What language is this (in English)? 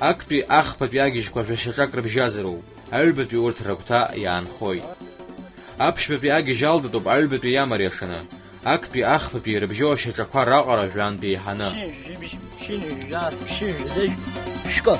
Abkhazian